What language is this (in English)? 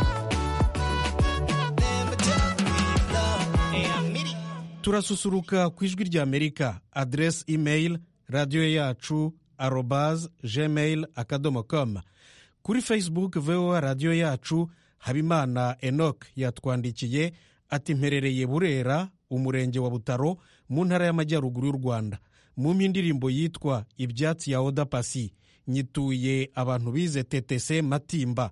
Kinyarwanda